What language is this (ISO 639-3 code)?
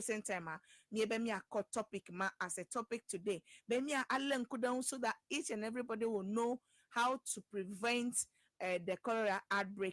ewe